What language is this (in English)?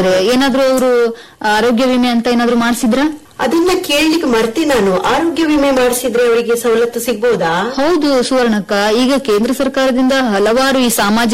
Kannada